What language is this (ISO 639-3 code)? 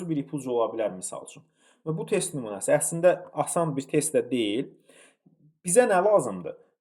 aze